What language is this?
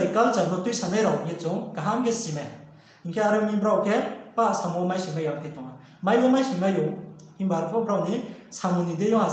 Riang (India)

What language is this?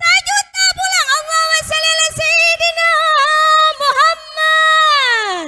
Banjar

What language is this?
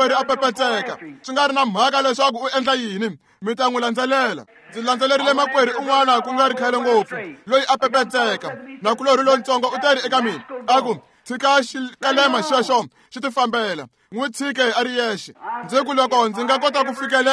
Tsonga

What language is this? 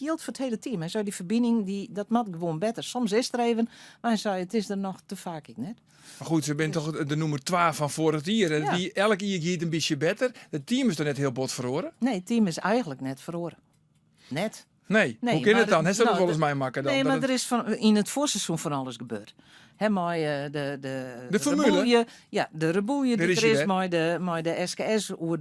Western Frisian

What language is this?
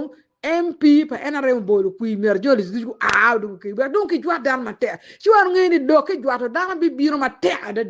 Acoli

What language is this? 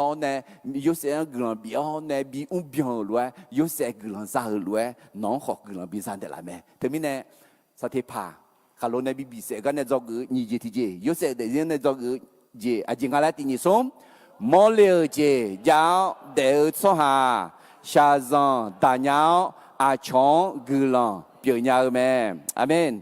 Akha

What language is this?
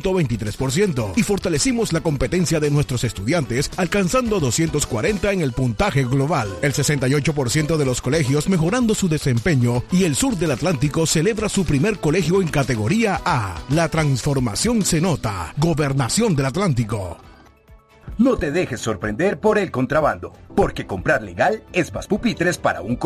Spanish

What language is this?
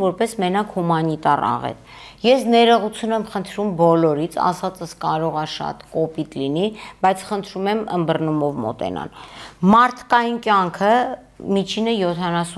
Armenian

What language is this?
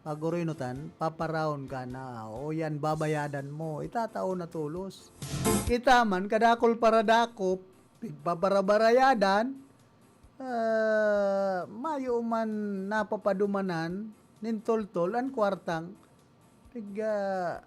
Bikol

